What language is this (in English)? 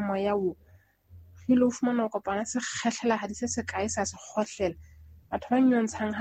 Southern Sotho